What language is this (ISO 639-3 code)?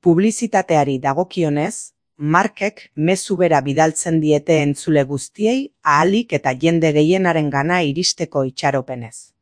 eus